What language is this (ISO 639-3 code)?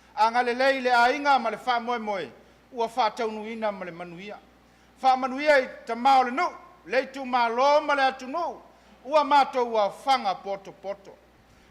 smo